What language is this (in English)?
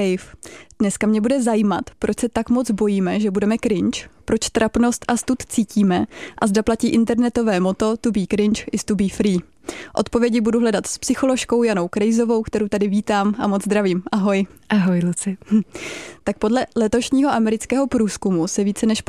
Czech